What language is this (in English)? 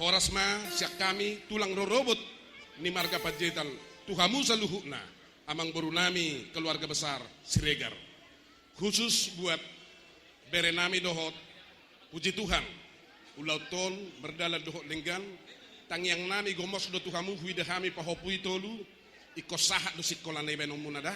Batak Toba